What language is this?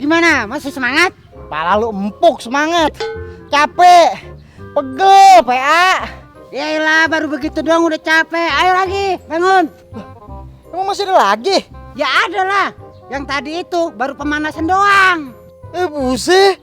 Betawi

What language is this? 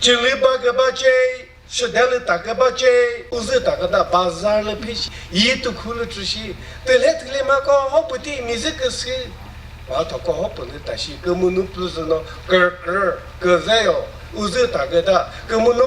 Chokri Naga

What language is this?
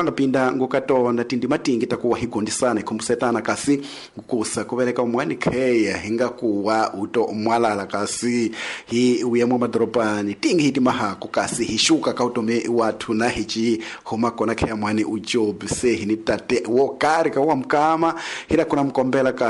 Tsonga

